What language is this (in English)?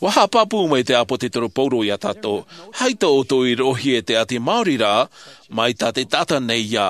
Tahitian